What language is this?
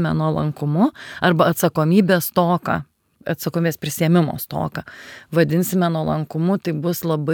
Lithuanian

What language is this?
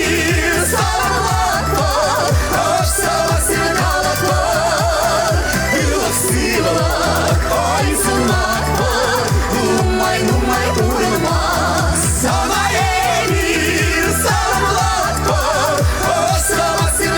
Chuvash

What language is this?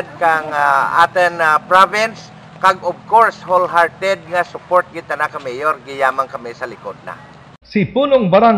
Hiligaynon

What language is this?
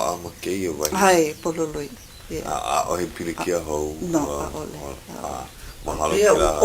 Hawaiian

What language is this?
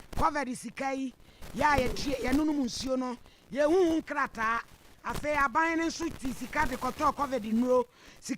Akan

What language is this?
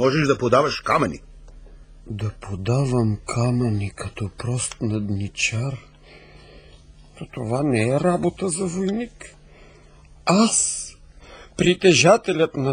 Bulgarian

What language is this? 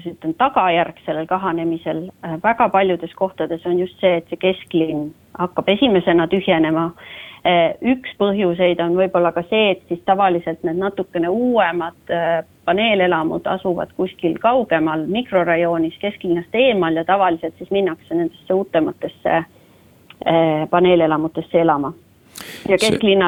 Estonian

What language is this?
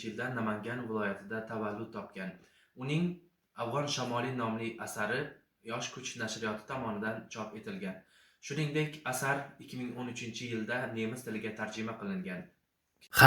Uzbek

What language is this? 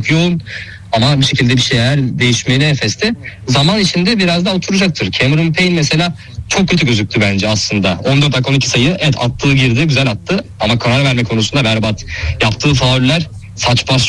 Turkish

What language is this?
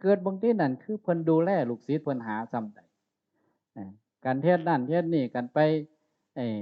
Northeastern Thai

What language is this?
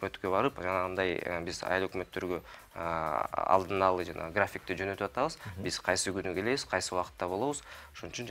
Kyrgyz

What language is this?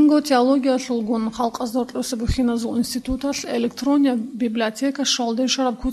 Avaric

